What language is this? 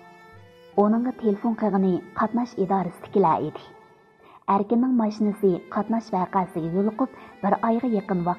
Uyghur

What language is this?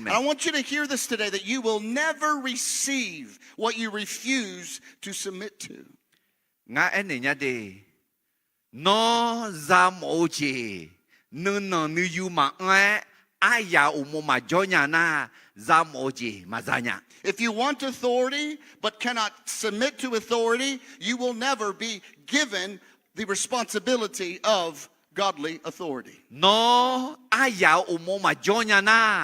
Akha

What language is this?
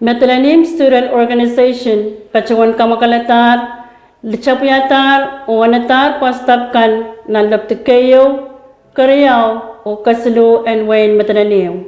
Pohnpeian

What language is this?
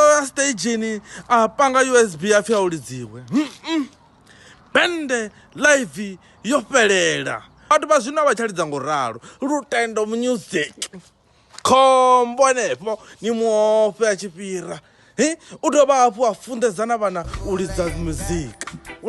Venda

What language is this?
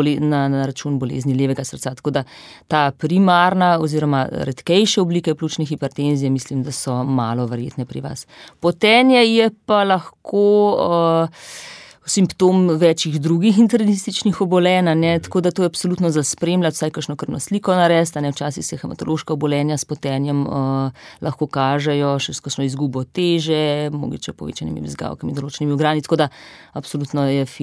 Slovenian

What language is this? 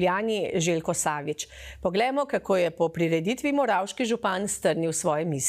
Slovenian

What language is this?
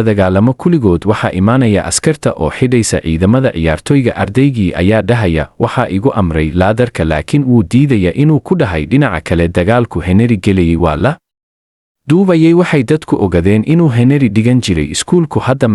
Somali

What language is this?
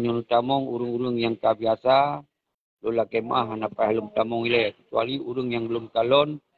Achinese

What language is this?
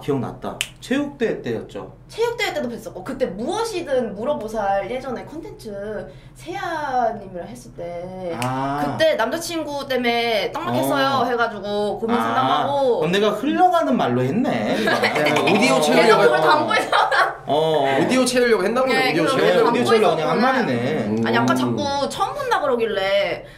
Korean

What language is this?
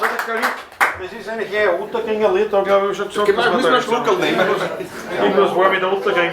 Bavarian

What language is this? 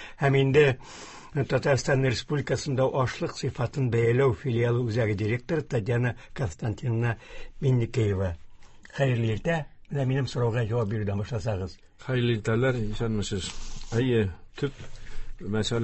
Tatar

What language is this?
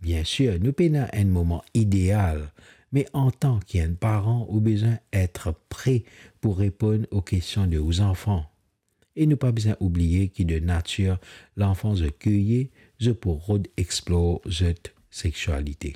Morisyen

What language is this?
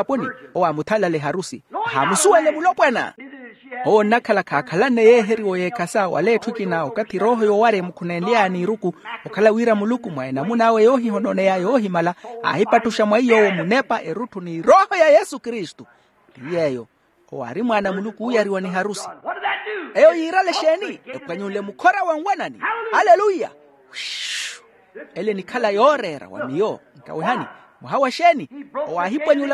Makhuwa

